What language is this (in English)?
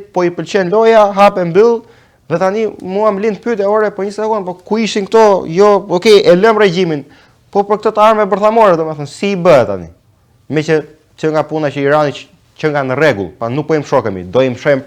Albanian